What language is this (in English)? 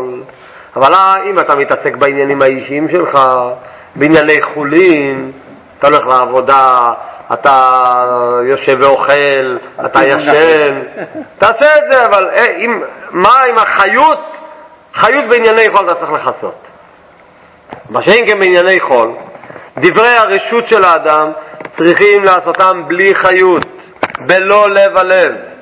Hebrew